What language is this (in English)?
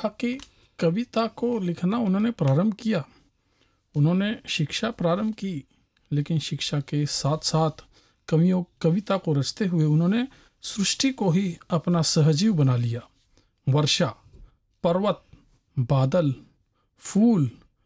Hindi